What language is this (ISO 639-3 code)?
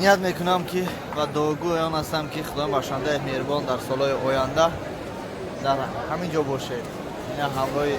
tgk